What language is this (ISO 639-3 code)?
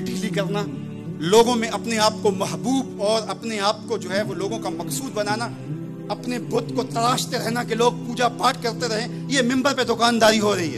urd